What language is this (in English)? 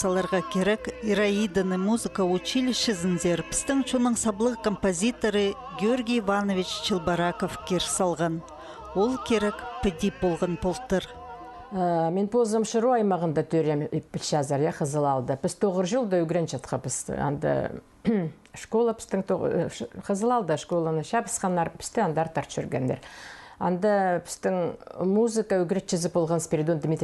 Khakas